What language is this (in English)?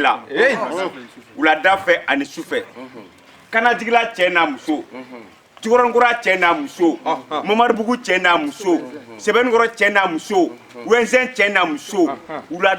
Bambara